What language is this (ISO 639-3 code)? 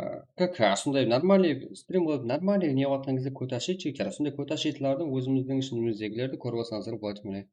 kaa